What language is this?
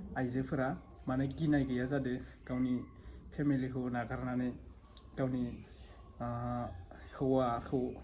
Bodo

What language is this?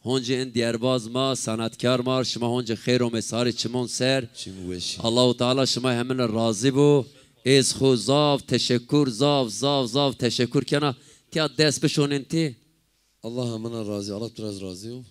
Zaza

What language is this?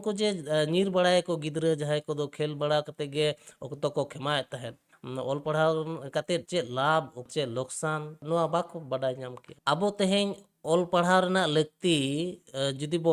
Santali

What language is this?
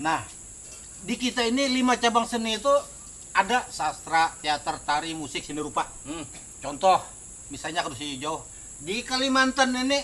Banjar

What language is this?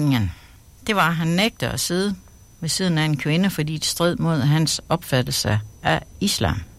Danish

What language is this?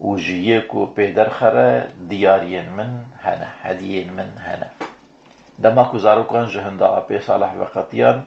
Kurdish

